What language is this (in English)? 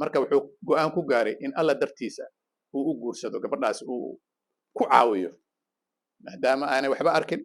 Somali